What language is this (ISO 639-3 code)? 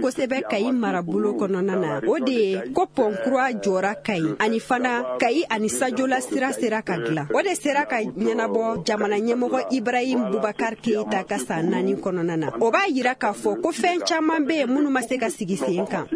bam